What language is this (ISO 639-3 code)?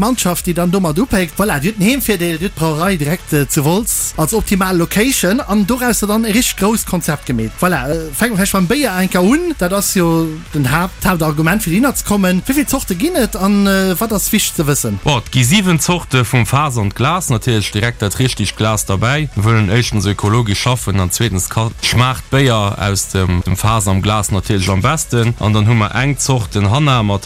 ltz